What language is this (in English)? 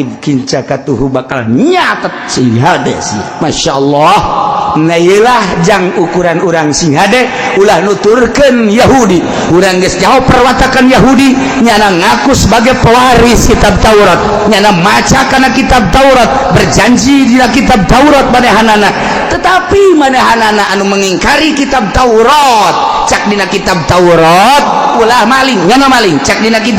Sundanese